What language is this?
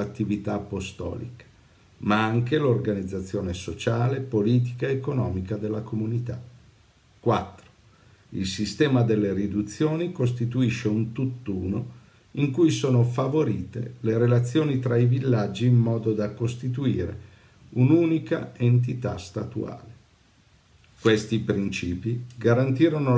Italian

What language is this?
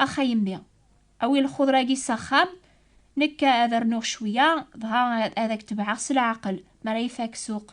Kabyle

